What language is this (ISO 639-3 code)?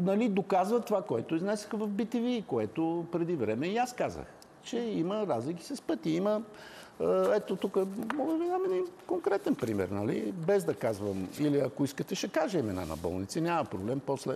bul